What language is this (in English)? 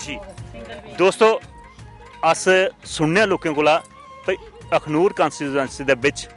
Dogri